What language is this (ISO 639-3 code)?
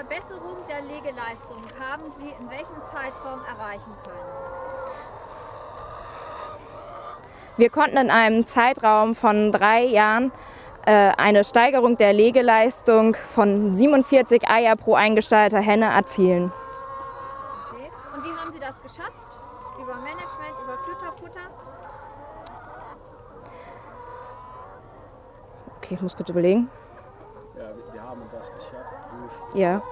deu